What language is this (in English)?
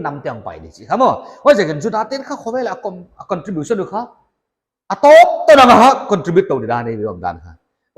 Paite Chin